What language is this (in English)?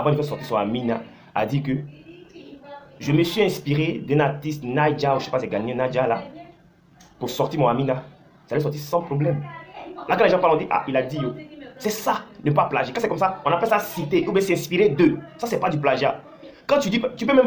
French